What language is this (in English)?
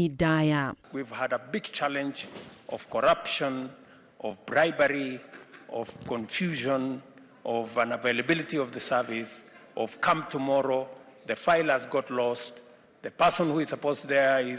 Kikuyu